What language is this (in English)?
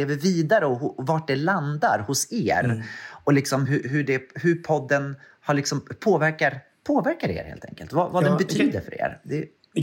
Swedish